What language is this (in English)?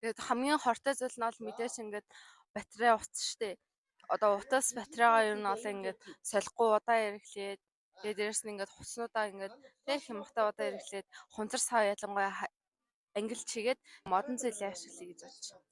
Mongolian